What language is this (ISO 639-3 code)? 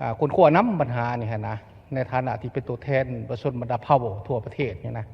lao